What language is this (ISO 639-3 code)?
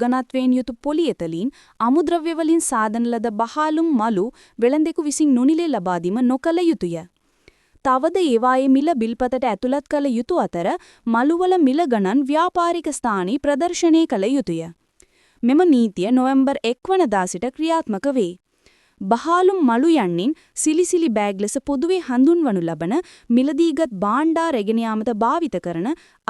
sin